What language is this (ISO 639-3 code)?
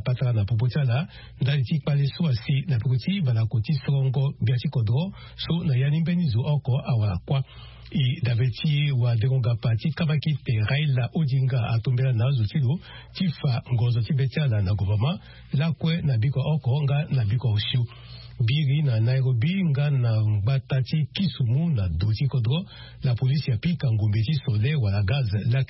sag